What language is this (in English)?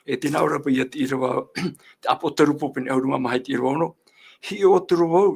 Tahitian